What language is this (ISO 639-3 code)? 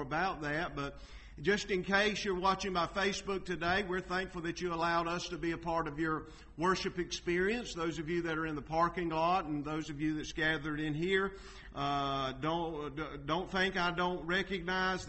eng